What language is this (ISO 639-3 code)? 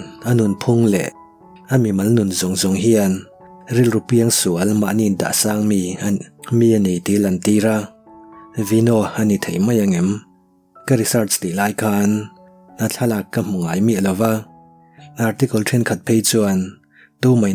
lus